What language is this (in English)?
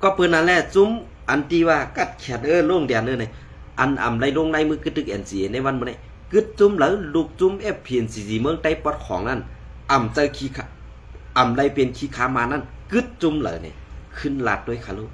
Shan